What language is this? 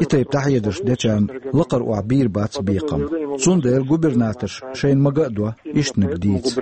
Chechen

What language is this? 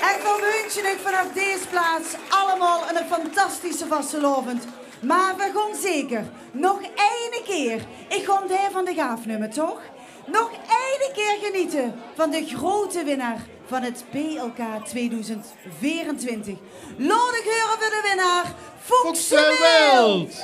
Limburgish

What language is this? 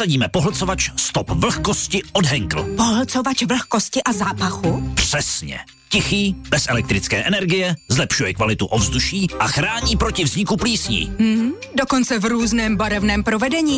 Czech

